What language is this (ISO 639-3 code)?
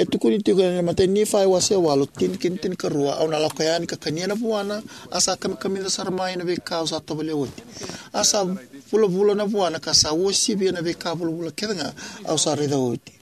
fij